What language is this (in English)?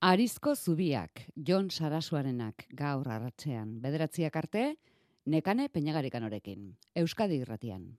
Basque